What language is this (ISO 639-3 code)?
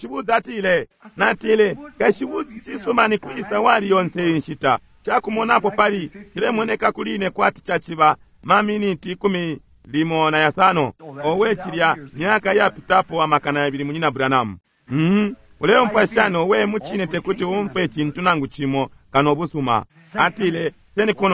bem